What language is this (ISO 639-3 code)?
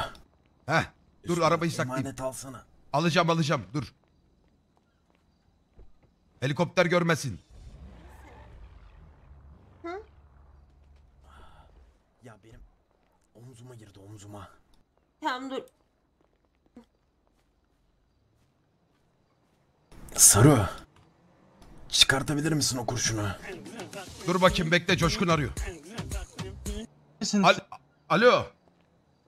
tur